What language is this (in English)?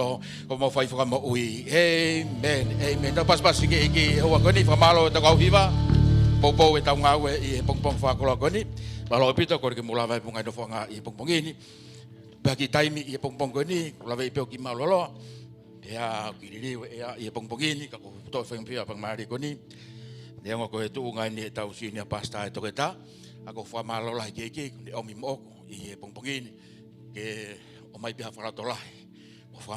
Tongan